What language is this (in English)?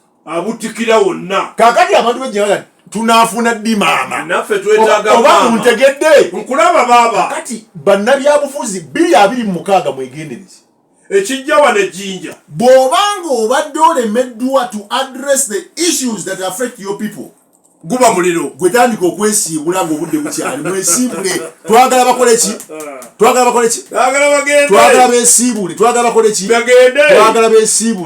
Ganda